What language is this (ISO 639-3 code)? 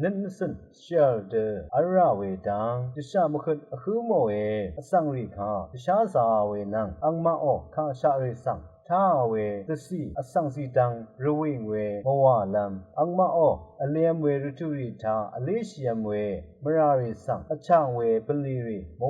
raw